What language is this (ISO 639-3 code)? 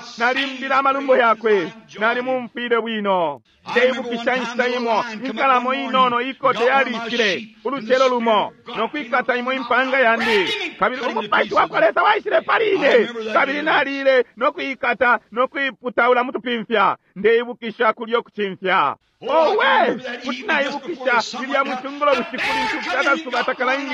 bem